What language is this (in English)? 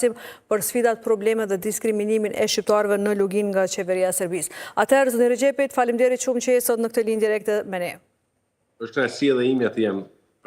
Albanian